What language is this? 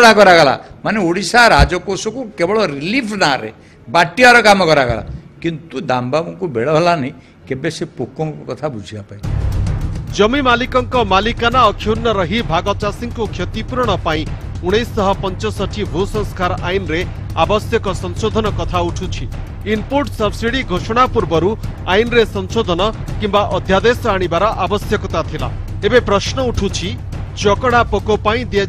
Odia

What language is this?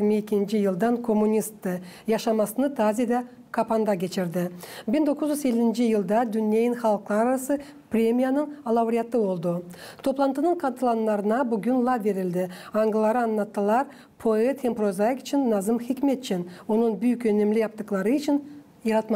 Gagauz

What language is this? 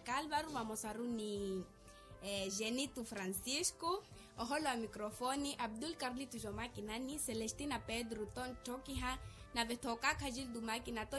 Makhuwa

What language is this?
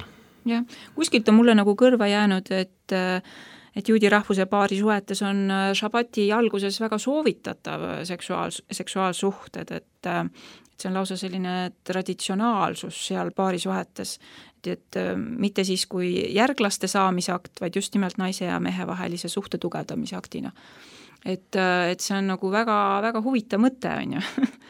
Estonian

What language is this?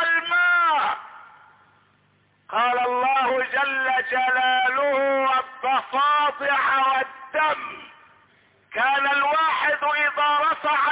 Arabic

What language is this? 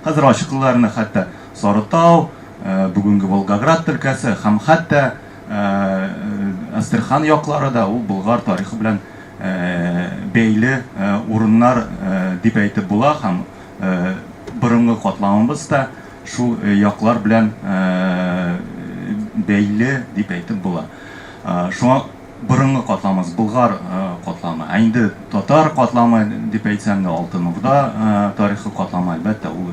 Tatar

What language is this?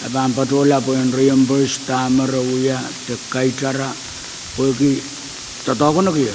Pohnpeian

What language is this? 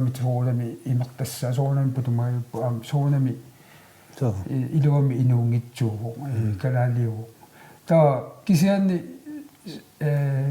Kalaallisut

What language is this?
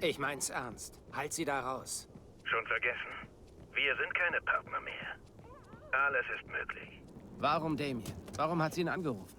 Bavarian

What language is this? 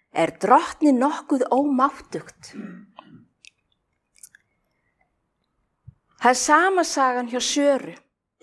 Icelandic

